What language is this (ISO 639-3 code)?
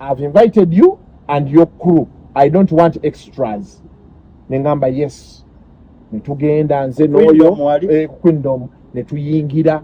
lug